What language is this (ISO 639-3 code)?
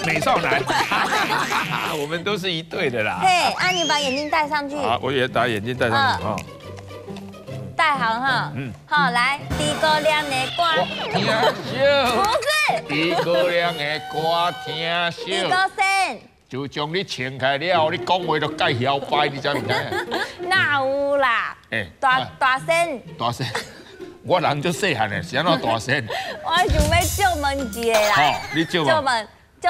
zho